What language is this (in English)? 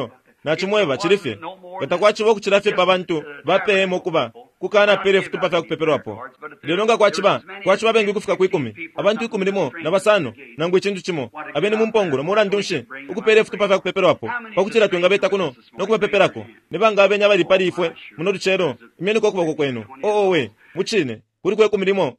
Bemba